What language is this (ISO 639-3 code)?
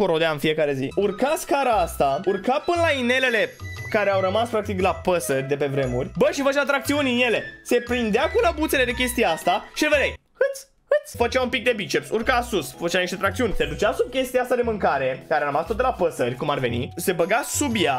ron